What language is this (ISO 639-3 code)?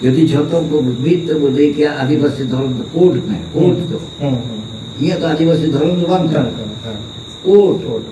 sat